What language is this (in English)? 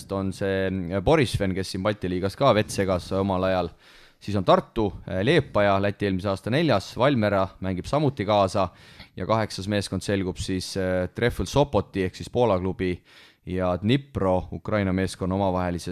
Estonian